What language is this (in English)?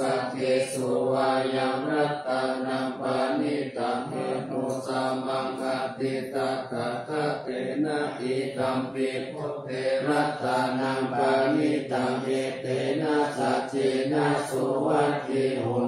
Pali